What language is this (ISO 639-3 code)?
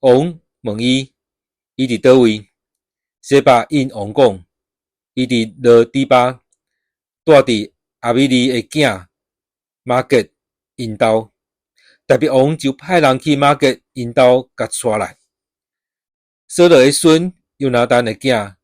nan